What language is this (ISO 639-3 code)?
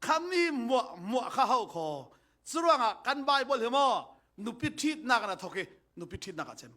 cfm